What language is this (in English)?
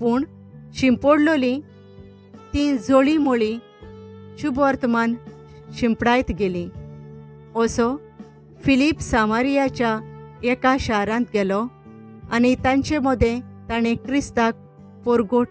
Konkani